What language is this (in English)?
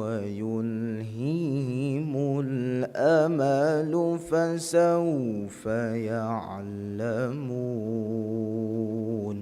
Divehi